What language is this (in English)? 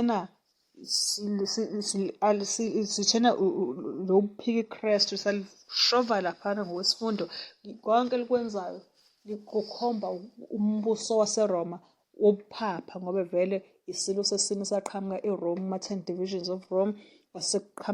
Zulu